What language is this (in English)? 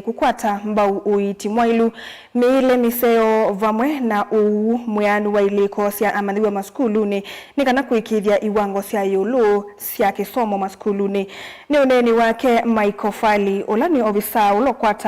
Kamba